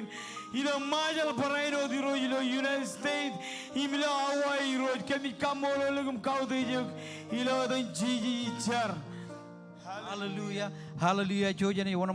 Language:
Marshallese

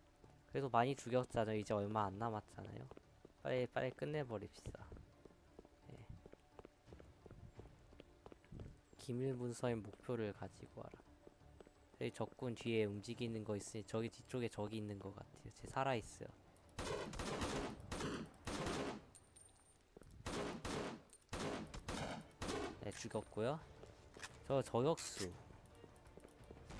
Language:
Korean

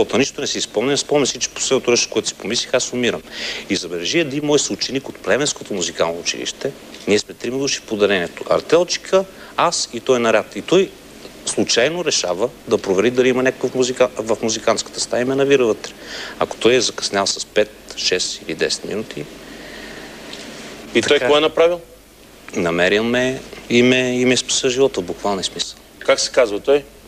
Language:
Bulgarian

